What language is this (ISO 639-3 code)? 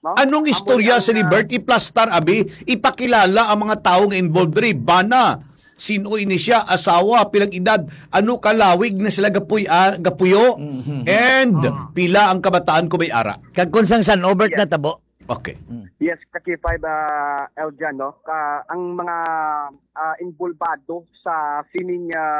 hil